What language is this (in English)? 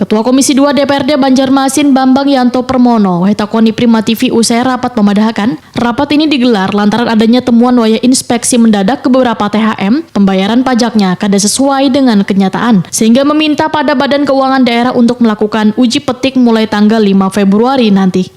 Banjar